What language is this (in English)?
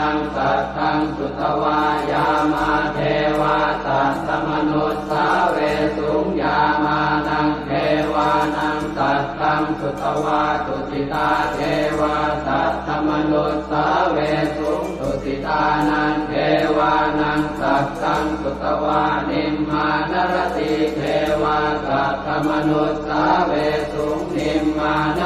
Pali